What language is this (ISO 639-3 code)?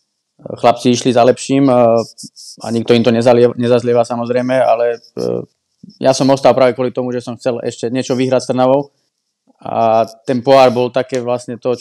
slk